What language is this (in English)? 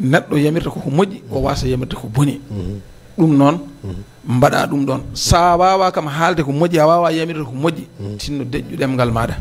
Fula